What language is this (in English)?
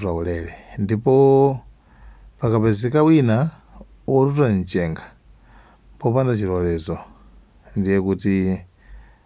Nyanja